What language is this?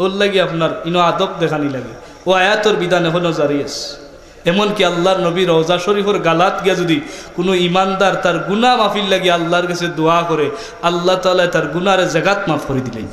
Sylheti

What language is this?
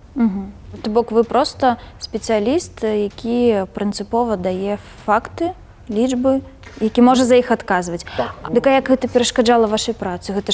Belarusian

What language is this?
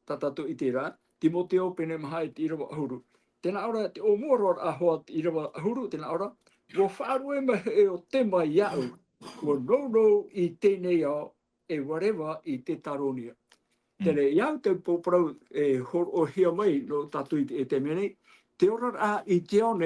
Tahitian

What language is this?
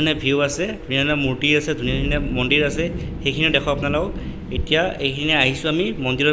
Assamese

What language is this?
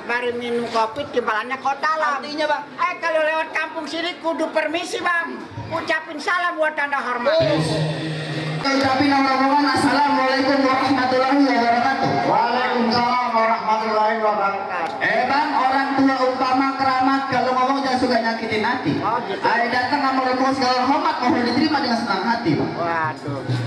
Betawi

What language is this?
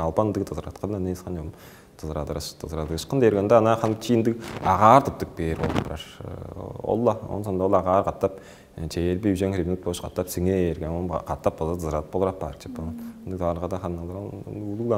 Tuvinian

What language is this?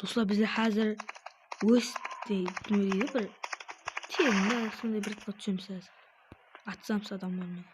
Kara-Kalpak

